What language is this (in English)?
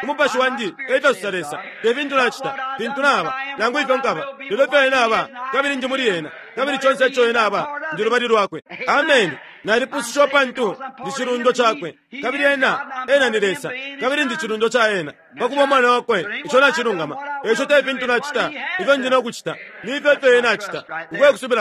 Bemba